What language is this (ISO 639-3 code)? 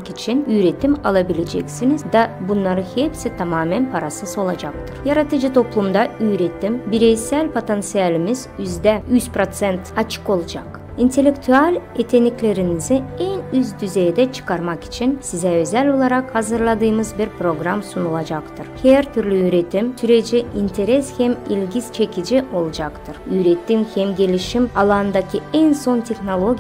gag